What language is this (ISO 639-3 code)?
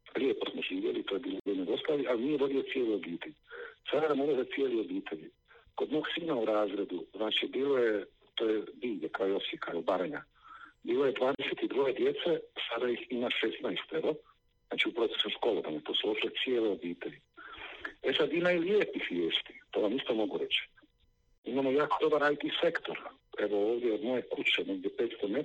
hrv